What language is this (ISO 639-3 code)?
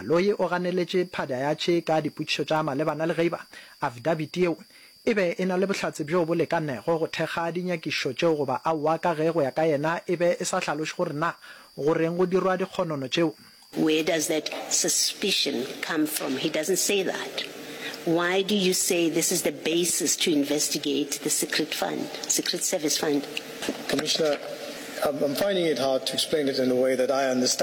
nso